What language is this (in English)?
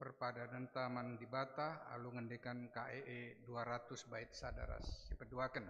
Batak Karo